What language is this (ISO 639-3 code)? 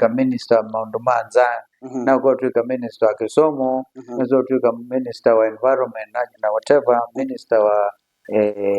kam